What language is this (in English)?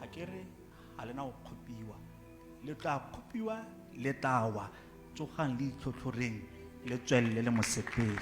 Tswana